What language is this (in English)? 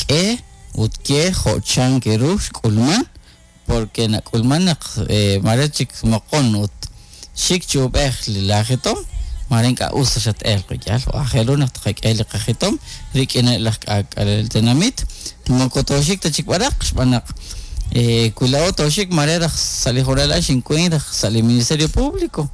Kekchí